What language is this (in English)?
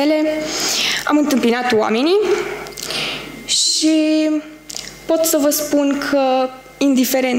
Romanian